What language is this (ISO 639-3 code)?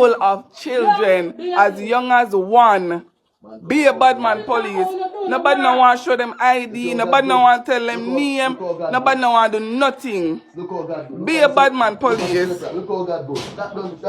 jam